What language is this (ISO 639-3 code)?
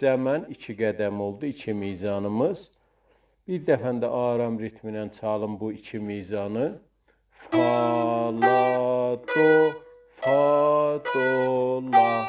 azb